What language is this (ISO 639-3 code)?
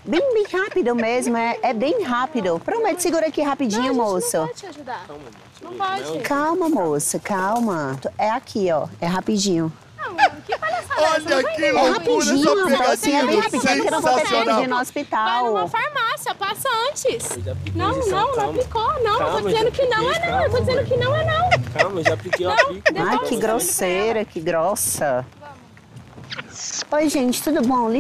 por